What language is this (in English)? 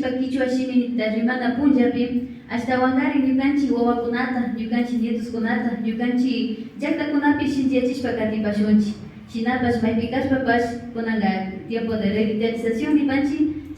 Imbabura Highland Quichua